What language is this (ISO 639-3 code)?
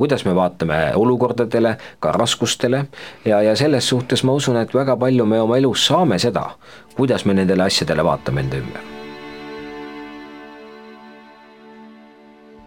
est